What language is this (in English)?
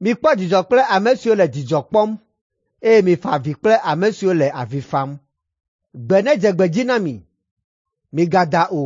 Ewe